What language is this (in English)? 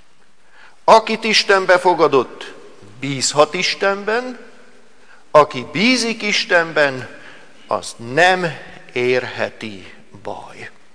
Hungarian